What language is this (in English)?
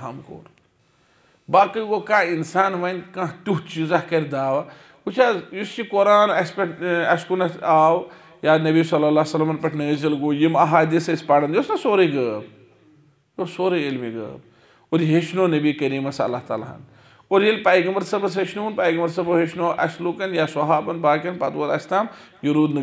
Kashmiri